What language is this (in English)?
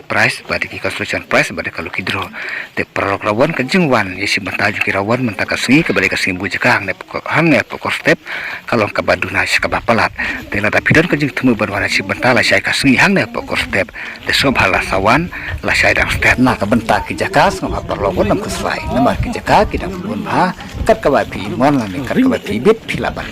Khasi